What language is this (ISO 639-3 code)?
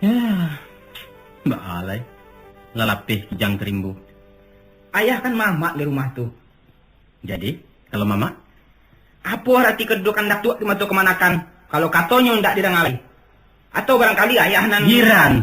min